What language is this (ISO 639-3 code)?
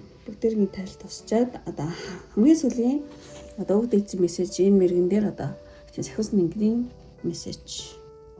mon